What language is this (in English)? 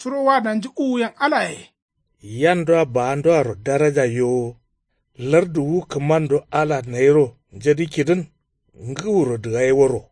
Kanuri